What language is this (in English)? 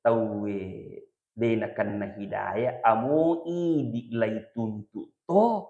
Buginese